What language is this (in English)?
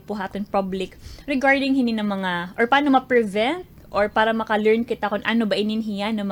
Waray